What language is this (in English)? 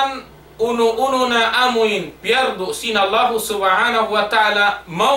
Tausug